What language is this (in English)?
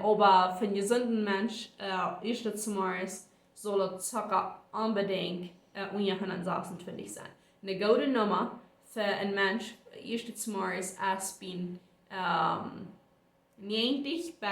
Plautdietsch